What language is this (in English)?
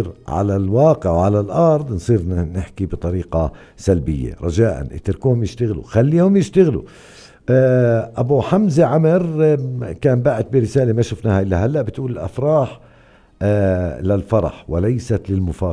North Levantine Arabic